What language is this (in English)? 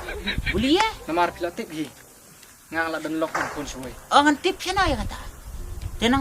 Khasi